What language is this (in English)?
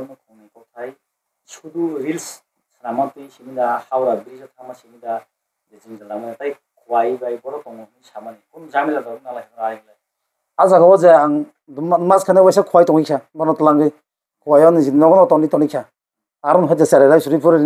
Kok Borok